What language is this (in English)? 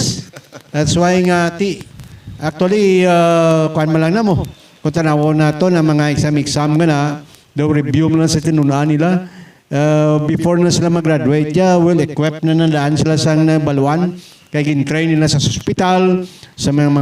Hiligaynon